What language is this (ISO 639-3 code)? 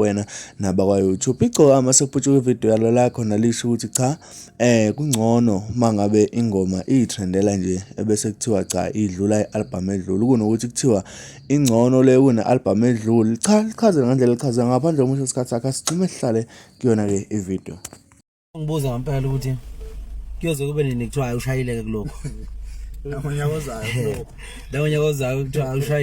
zul